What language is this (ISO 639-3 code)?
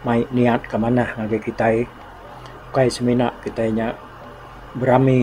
iba